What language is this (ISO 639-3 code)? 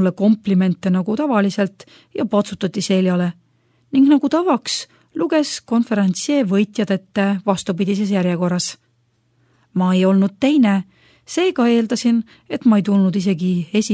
est